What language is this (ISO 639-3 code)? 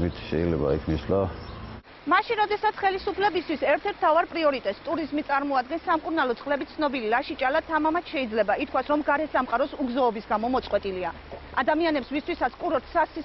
kat